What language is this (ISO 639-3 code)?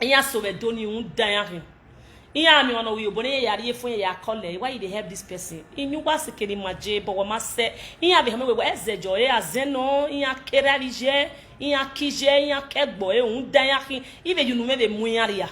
pcm